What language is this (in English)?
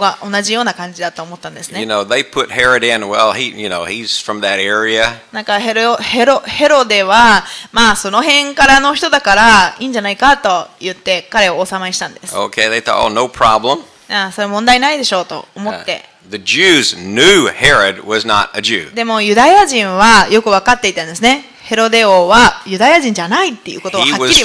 Japanese